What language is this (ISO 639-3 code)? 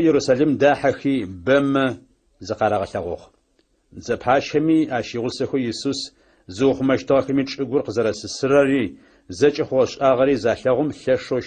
ady